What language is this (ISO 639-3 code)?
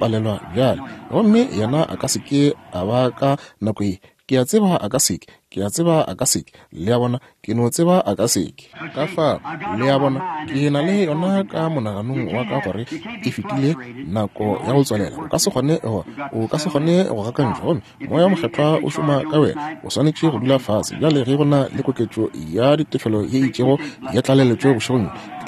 nso